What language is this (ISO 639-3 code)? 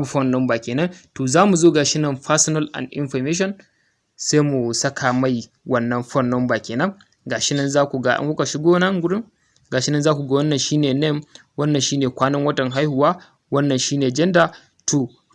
hau